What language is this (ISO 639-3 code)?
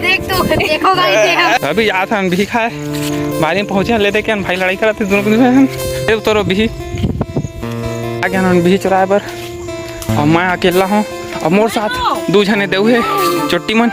hne